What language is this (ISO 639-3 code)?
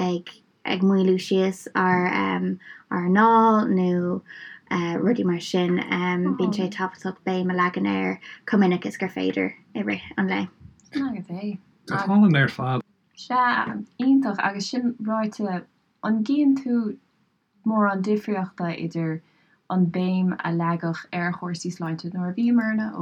gle